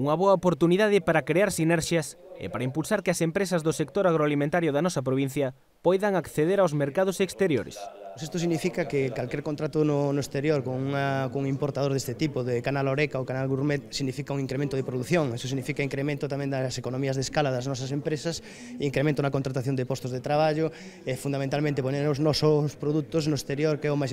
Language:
Galician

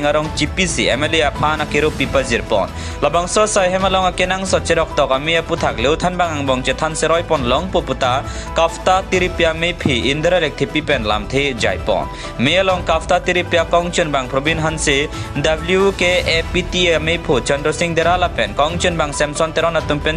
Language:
Karbi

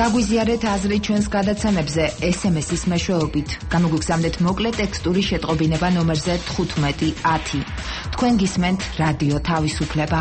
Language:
Georgian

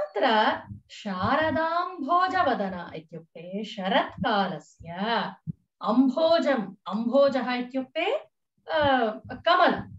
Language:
Sanskrit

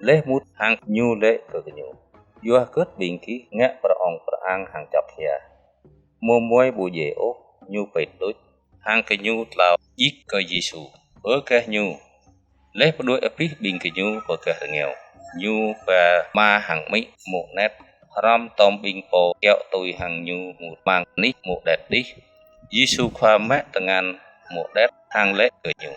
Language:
Jarai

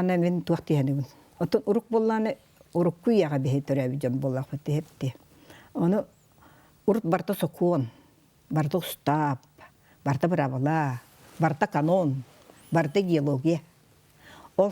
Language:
Yakut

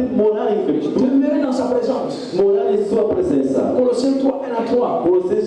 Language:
French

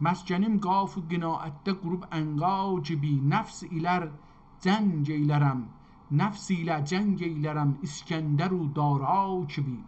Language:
South Azerbaijani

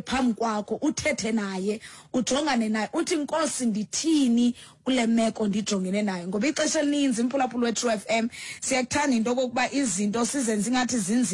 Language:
Xhosa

